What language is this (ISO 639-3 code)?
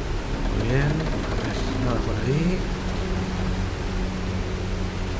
spa